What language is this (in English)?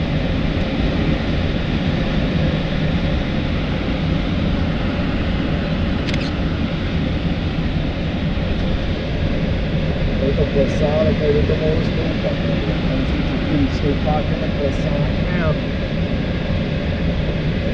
Czech